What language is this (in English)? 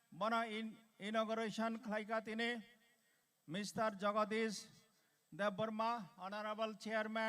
Kok Borok